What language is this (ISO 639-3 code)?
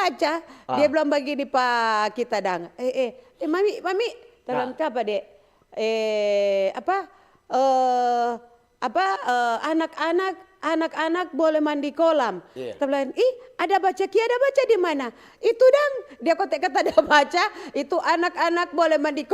xmm